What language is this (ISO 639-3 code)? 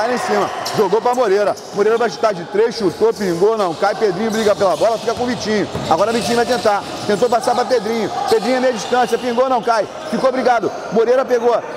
por